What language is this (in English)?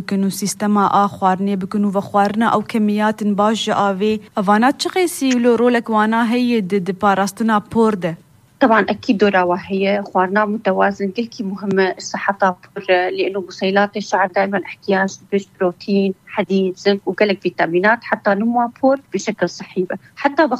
Kurdish